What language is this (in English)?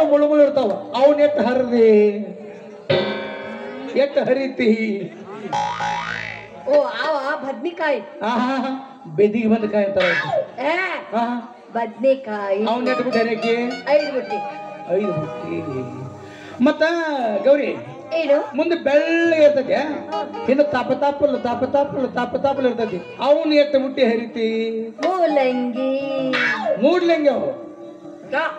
Kannada